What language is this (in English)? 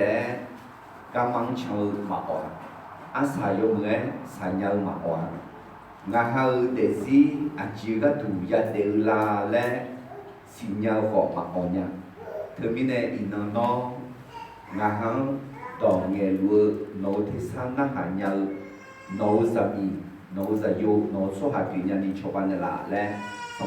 Akha